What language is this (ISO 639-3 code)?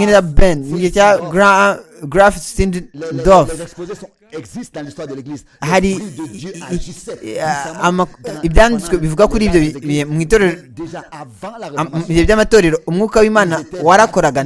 kin